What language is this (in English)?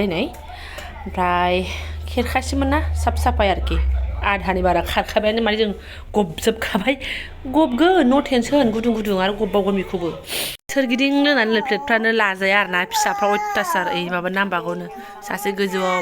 Bodo